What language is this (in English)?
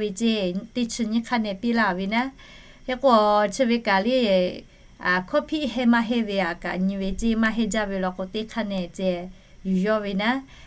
Lahu